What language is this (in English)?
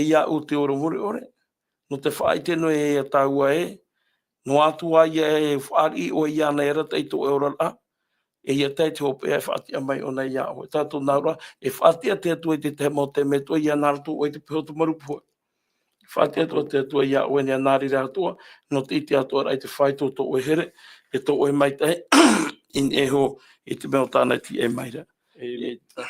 Tahitian